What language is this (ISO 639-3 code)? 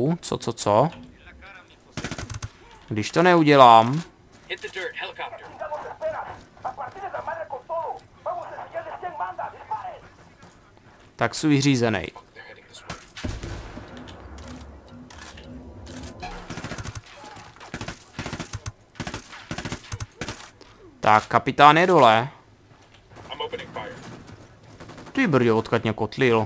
ces